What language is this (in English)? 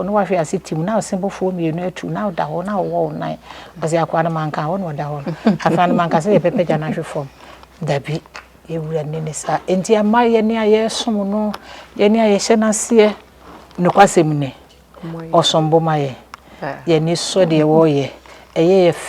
Akan